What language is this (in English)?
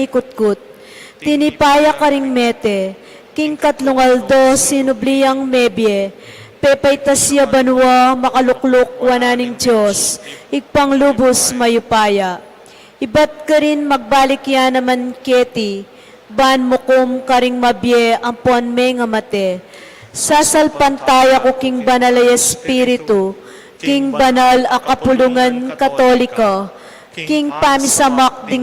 Pampanga